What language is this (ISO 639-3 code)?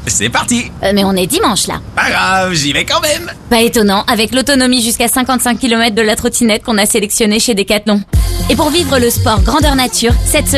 fra